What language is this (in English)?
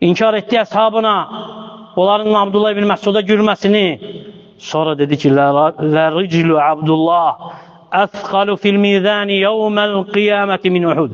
Azerbaijani